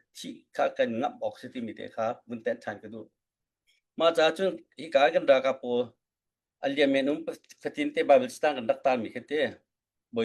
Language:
Hakha Chin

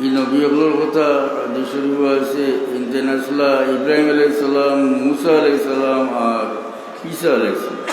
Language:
Sylheti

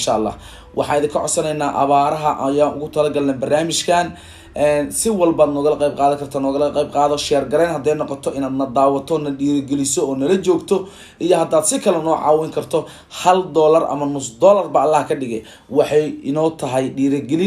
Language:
Somali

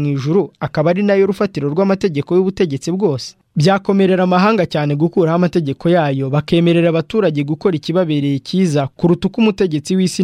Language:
Kinyarwanda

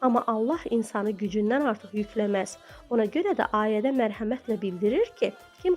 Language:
Azerbaijani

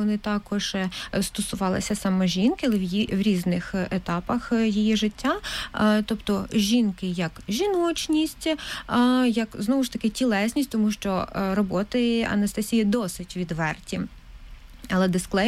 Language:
Ukrainian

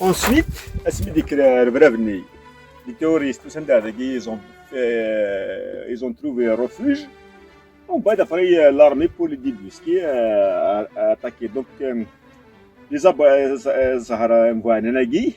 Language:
Kabyle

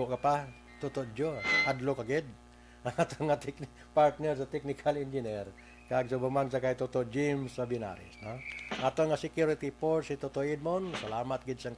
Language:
Hiligaynon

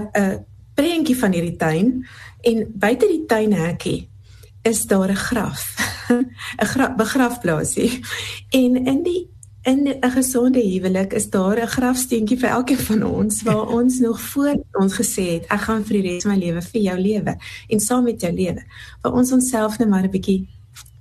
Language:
Afrikaans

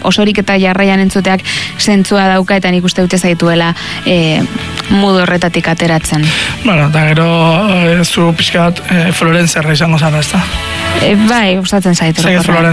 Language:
Basque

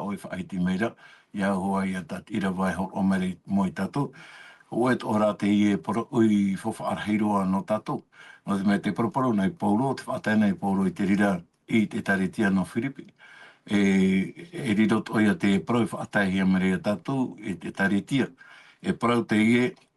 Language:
Tahitian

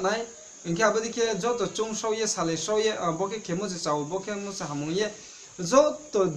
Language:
Riang (India)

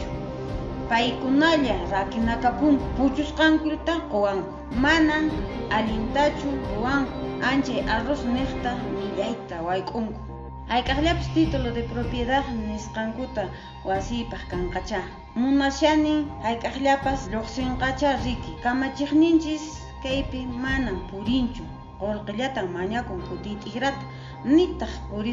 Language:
Quechua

